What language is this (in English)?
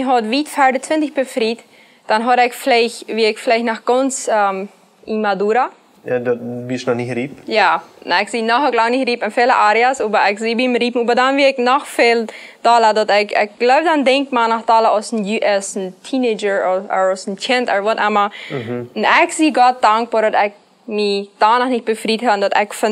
Plautdietsch